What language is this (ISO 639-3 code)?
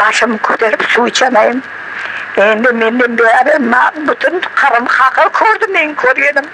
crh